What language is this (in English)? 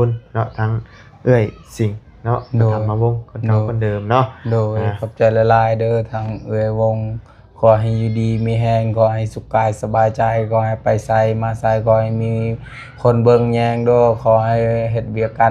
Lao